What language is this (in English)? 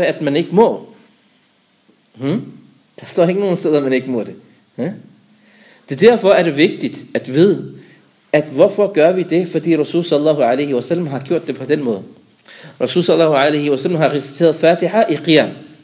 Danish